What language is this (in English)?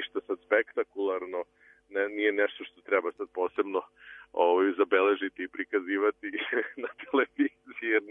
Serbian